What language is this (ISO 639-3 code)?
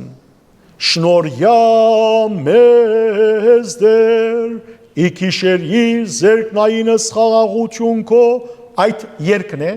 hyw